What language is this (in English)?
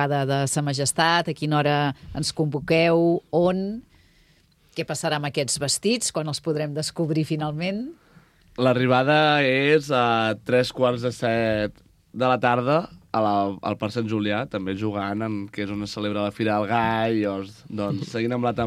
Catalan